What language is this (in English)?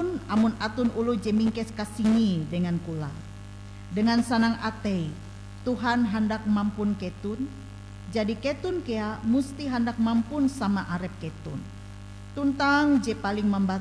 Ngaju